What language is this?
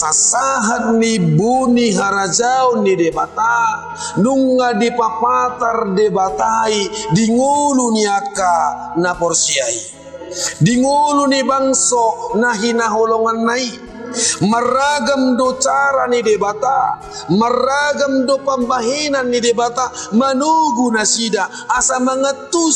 Batak Toba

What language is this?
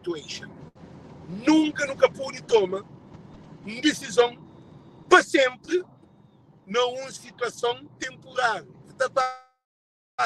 Kabuverdianu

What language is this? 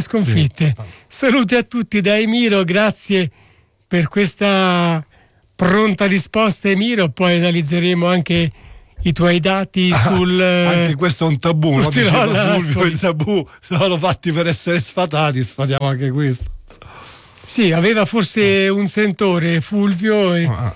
Italian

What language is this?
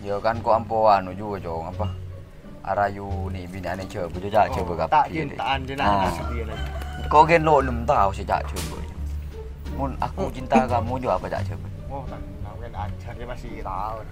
Madurese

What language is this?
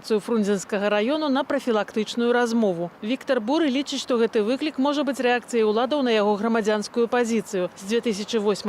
Belarusian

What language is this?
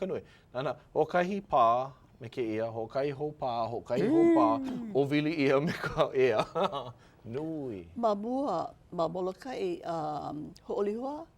Hawaiian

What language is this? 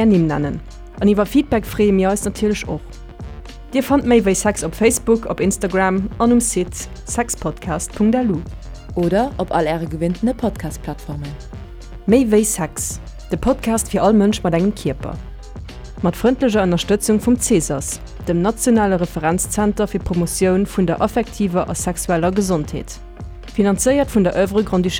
Luxembourgish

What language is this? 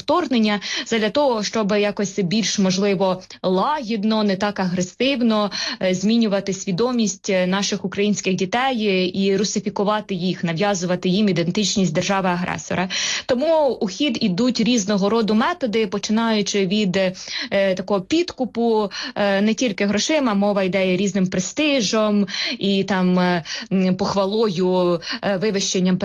Ukrainian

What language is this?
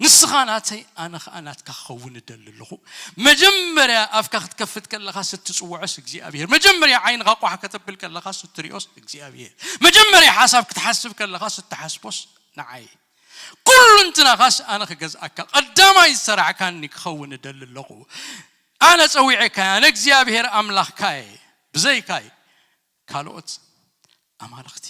Tigrinya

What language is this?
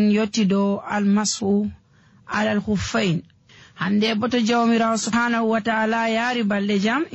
Nigerian Fulfulde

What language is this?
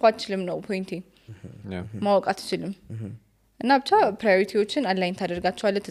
Amharic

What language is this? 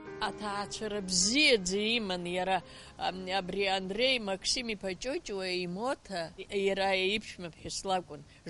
Abkhazian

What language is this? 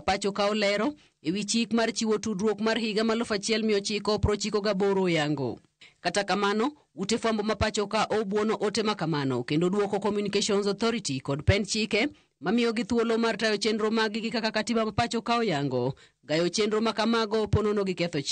Luo (Kenya and Tanzania)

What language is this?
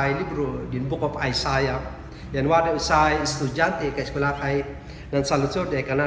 Kankanaey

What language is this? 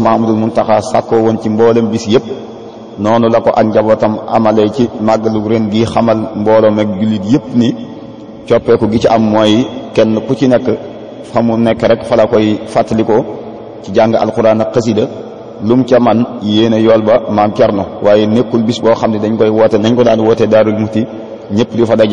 Wolof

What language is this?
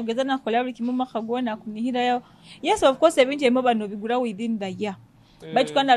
Nyoro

